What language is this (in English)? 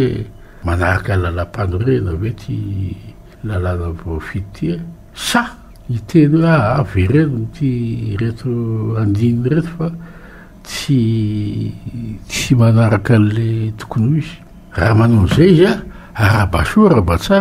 Malagasy